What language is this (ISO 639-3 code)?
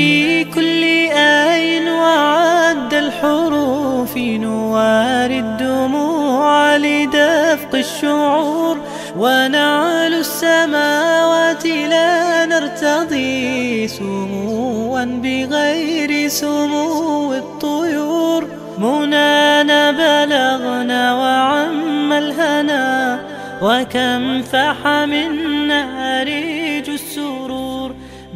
ara